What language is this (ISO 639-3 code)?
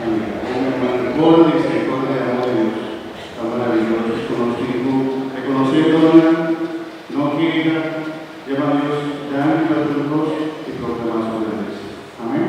pap